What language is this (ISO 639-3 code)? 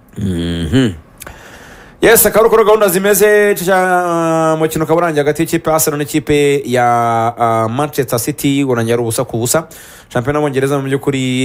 kin